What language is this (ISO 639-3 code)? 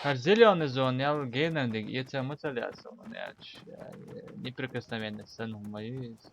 che